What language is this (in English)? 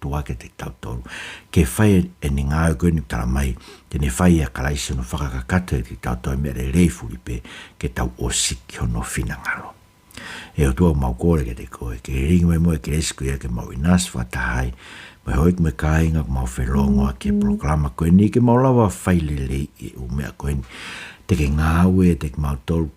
Tongan